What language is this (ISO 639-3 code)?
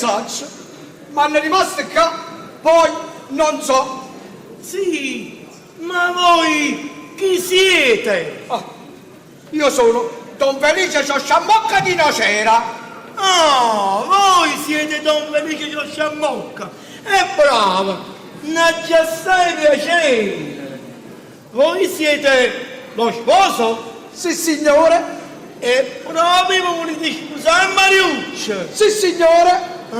nap